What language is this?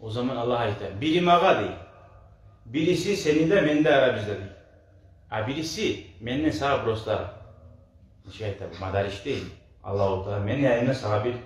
Kumyk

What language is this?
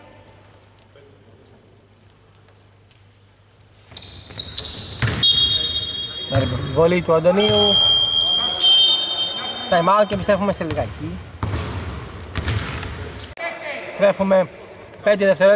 Greek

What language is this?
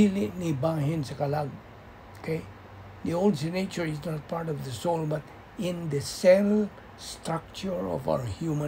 Cebuano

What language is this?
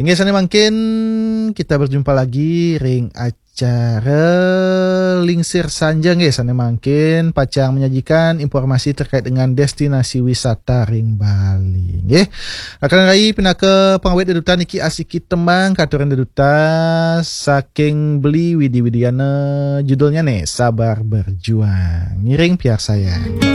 Balinese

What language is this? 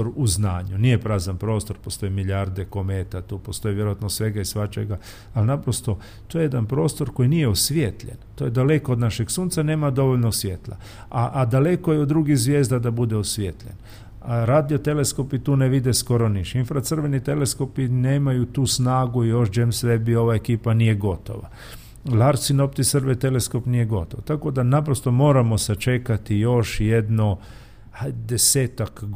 Croatian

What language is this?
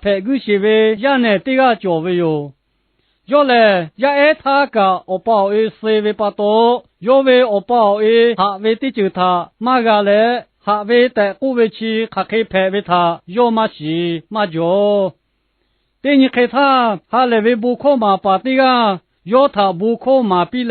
Lahu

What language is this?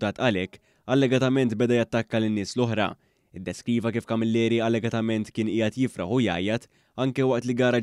Maltese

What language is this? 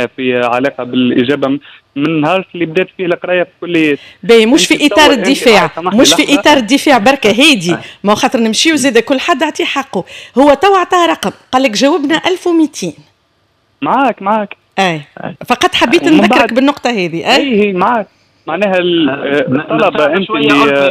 Tunisian Arabic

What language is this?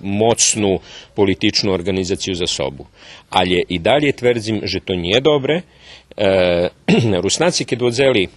Rusyn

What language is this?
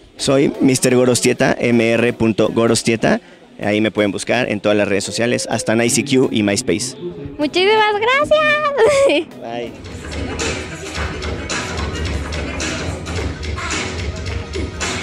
Spanish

